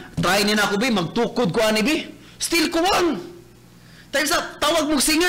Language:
Cebuano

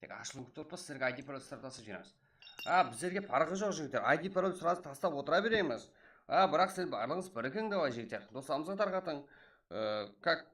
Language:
Kara-Kalpak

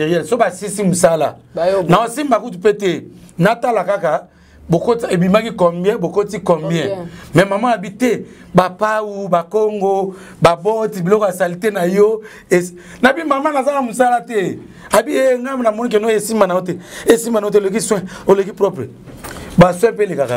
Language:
Lingala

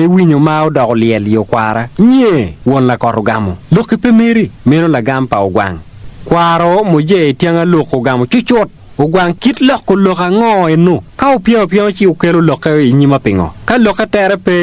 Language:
Acoli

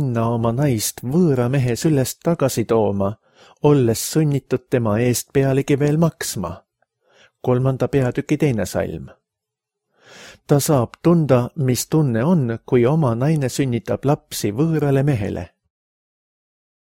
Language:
Estonian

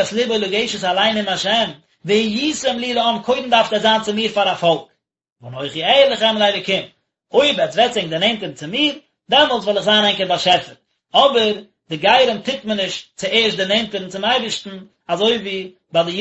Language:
Yiddish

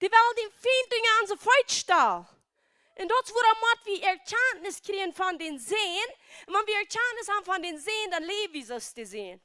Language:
Plautdietsch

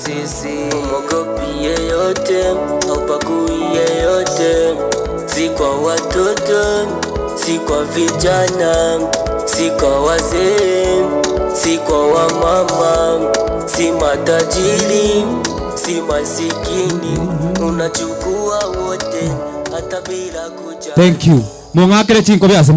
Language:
Gusii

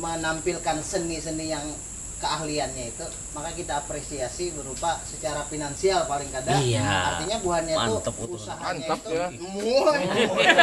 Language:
Banjar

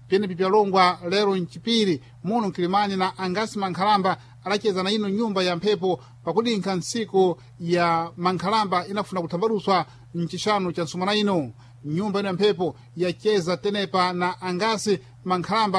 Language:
Sena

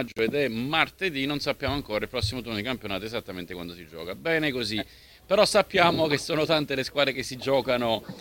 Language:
Italian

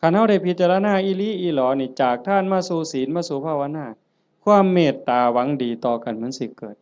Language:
Northeastern Thai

